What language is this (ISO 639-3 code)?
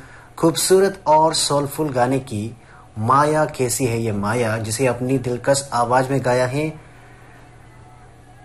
hin